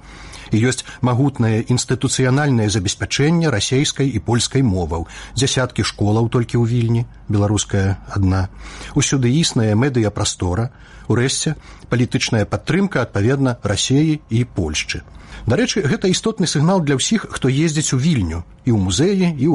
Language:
Belarusian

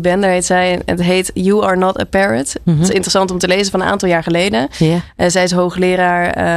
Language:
Dutch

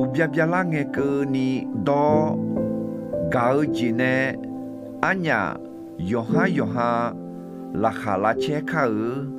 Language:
Akha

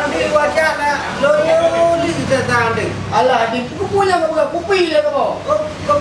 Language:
Achinese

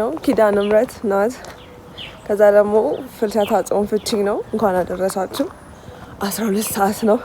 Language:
Amharic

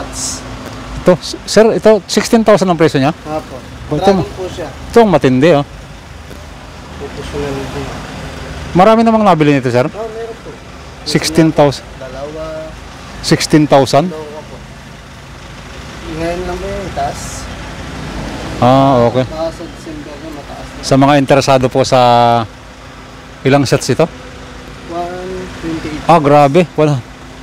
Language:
Filipino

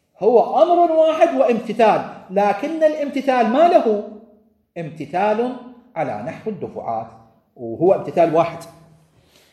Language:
Arabic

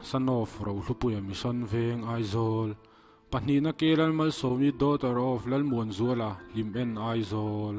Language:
Mizo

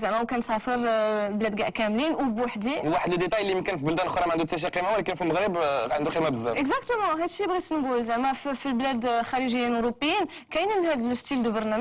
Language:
Moroccan Arabic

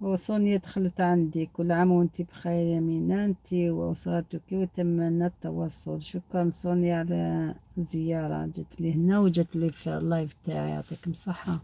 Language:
Algerian Arabic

